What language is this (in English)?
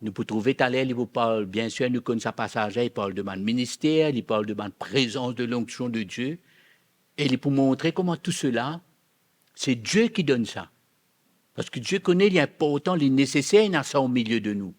Morisyen